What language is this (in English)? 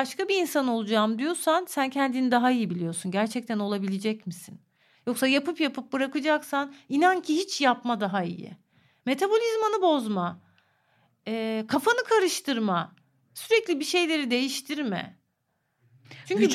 Turkish